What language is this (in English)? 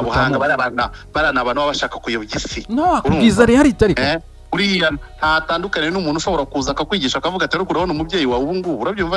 Kinyarwanda